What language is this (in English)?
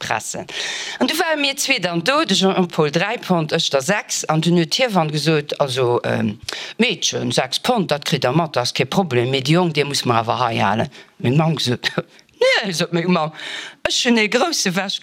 Luxembourgish